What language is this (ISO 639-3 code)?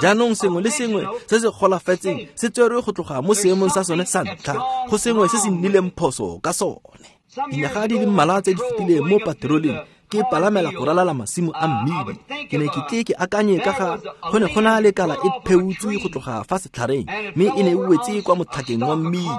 tsn